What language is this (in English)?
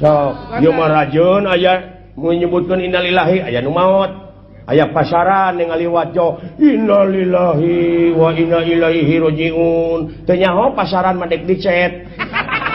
Sundanese